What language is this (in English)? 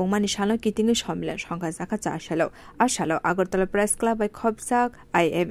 Kok Borok